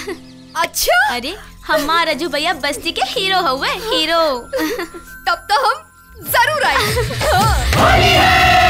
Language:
Bhojpuri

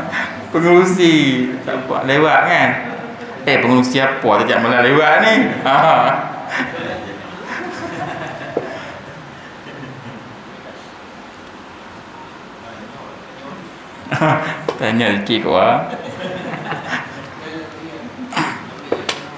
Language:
Malay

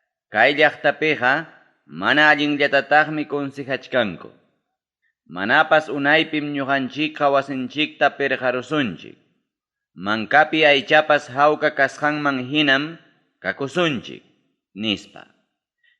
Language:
Ayacucho Quechua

